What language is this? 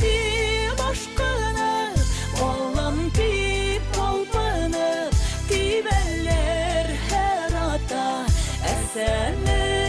Bashkir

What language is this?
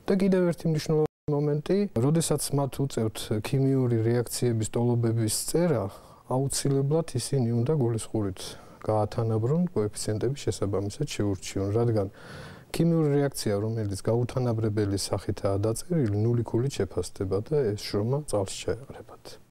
Georgian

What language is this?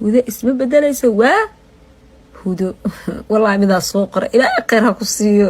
Somali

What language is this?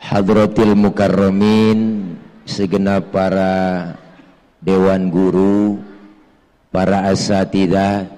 Betawi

